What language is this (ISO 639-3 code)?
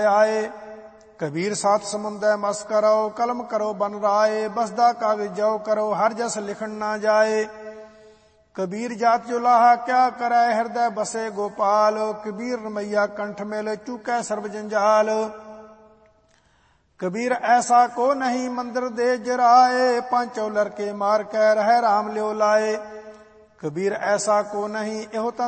pan